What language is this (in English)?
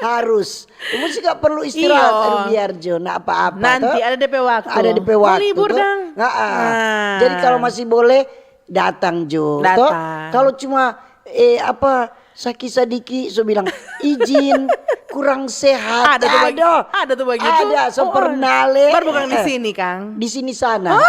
Manado Malay